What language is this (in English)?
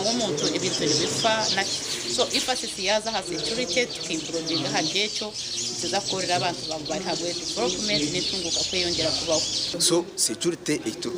Nyankole